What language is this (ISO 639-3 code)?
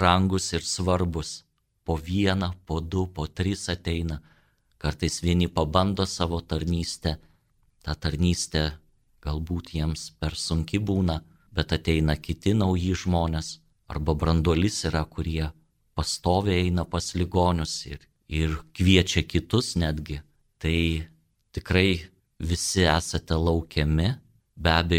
lit